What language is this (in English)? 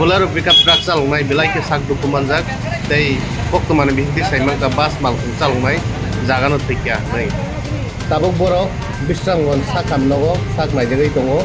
Kok Borok